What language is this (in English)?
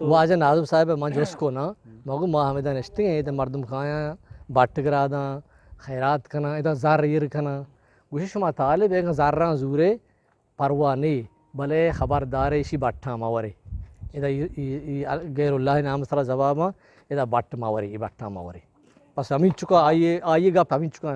Eastern Balochi